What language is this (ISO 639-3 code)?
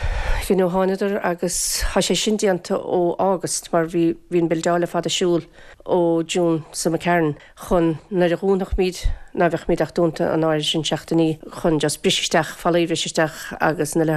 gle